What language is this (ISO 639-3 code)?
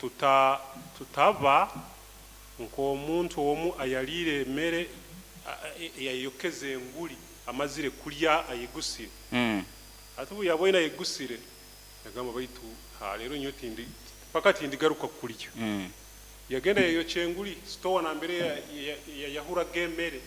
nyo